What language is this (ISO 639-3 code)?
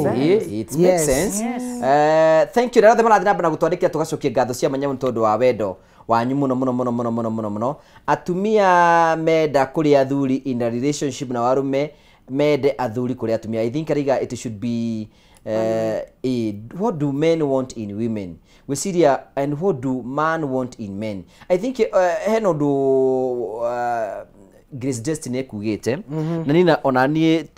kik